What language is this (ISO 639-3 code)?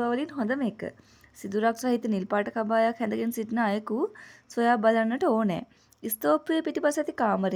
sin